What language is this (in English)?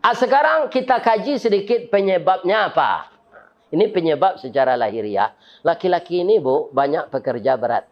Minangkabau